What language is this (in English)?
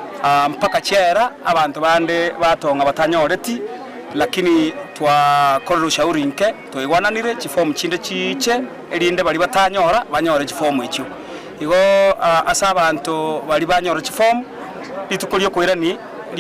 Gusii